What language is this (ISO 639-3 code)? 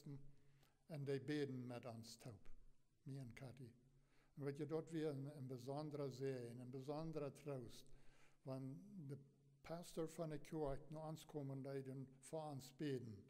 pdt